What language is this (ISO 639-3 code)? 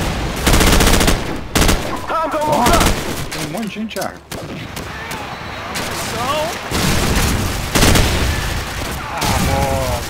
por